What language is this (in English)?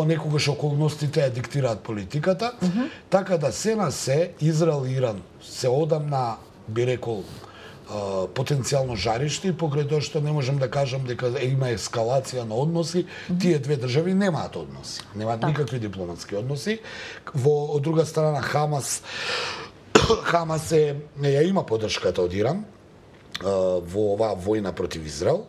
Macedonian